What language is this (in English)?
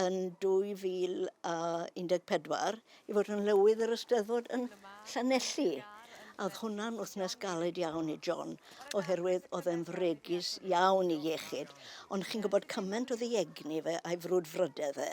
Welsh